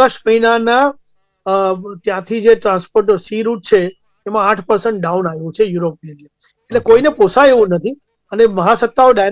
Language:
Gujarati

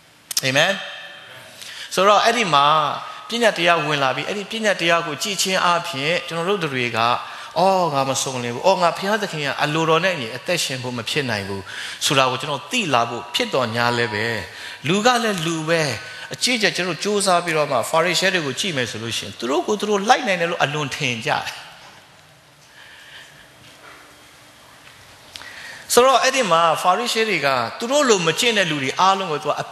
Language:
Burmese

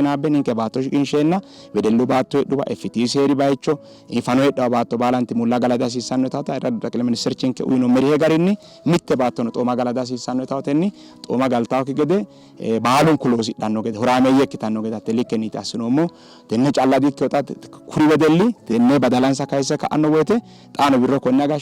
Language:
Sidamo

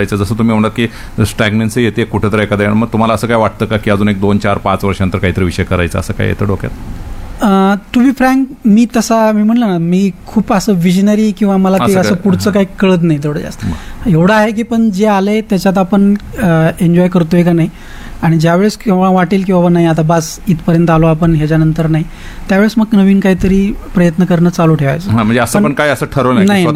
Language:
Marathi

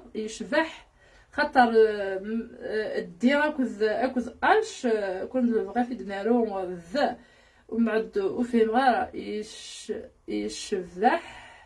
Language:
Kabyle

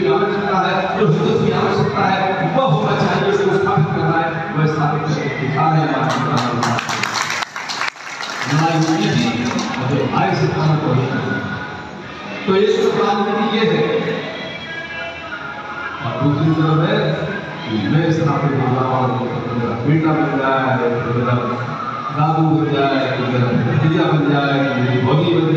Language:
Hindi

